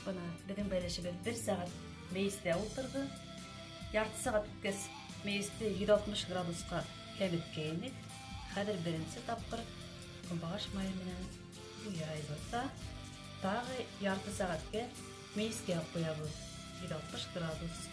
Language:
Bashkir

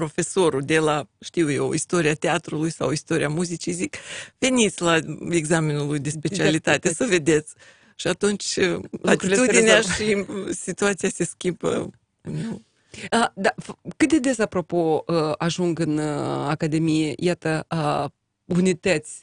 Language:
Romanian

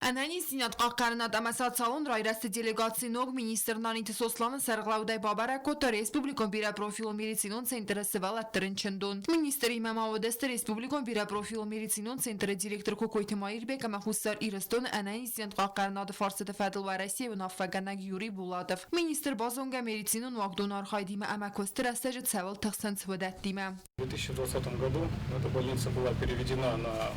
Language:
Ossetic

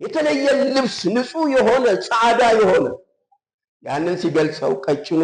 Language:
Amharic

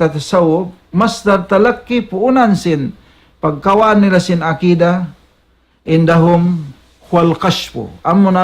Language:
Tausug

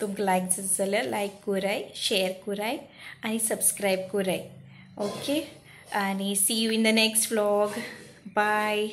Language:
Konkani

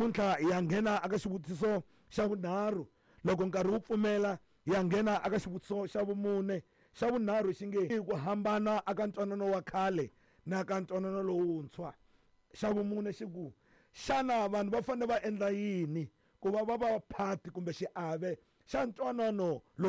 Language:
Tsonga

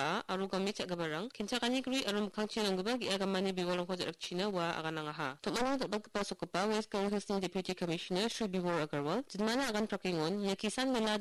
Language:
Garo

